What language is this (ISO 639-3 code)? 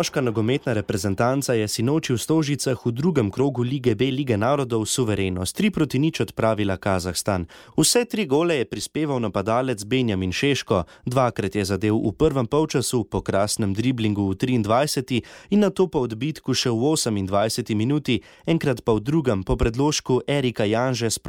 slv